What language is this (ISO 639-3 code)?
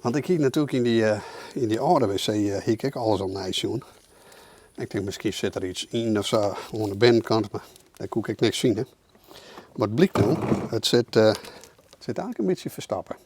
fry